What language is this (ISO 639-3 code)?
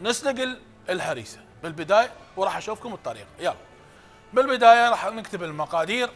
acm